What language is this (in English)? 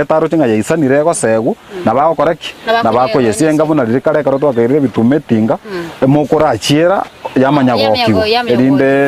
Gusii